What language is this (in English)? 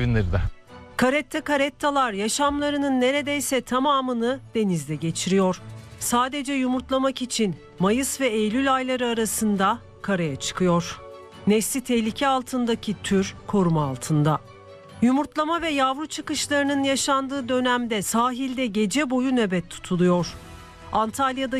Turkish